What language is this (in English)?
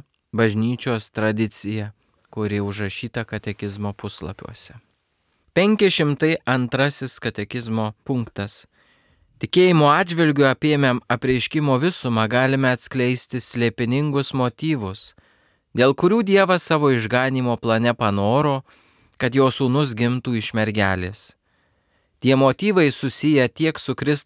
Lithuanian